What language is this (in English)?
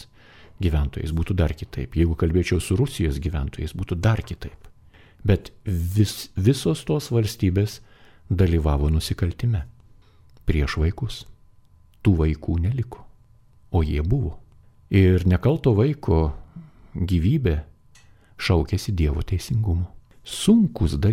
Lithuanian